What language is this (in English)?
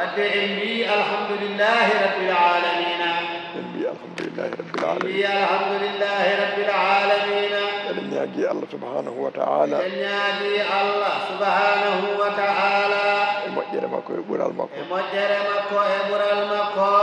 Fula